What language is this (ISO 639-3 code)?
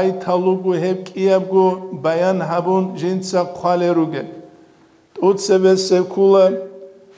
ava